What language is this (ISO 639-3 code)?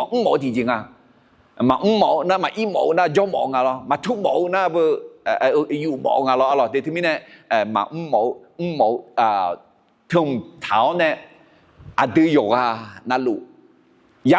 ahk